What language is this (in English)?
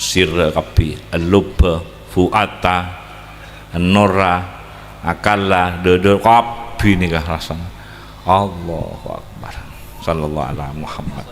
Madurese